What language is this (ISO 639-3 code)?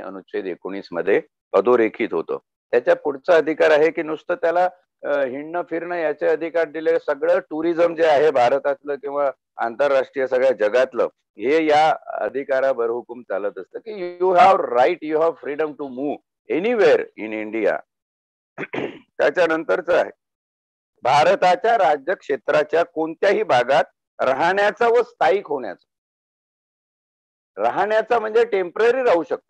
mar